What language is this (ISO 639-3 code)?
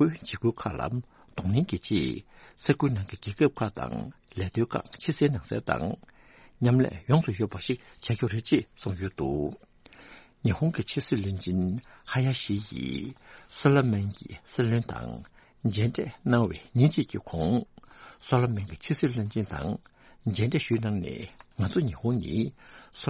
bod